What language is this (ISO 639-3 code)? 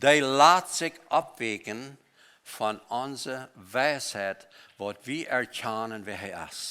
pdt